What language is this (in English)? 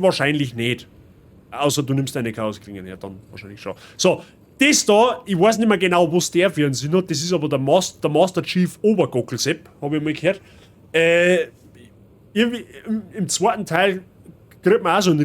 Bavarian